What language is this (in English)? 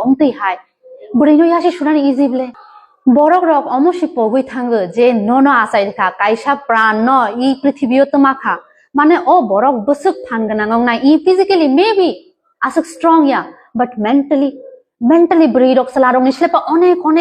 Kok Borok